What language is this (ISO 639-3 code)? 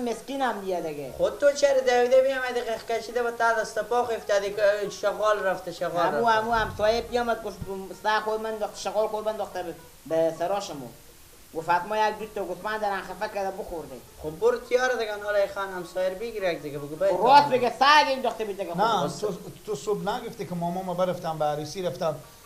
fas